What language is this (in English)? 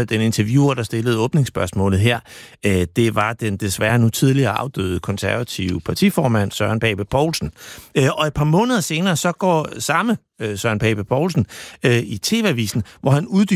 Danish